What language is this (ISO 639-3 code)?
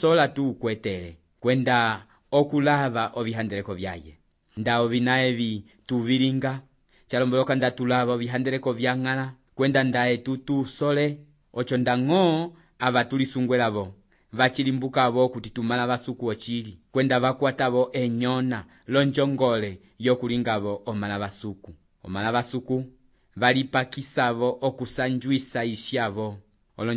umb